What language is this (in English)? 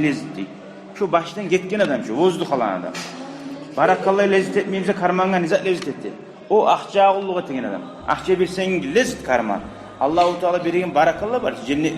Kumyk